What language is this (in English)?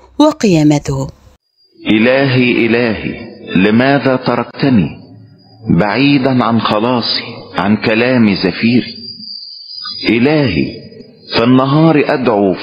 Egyptian Arabic